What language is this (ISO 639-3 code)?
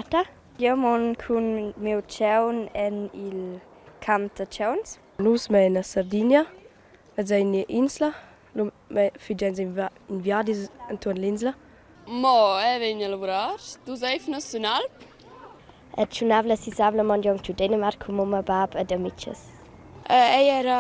roh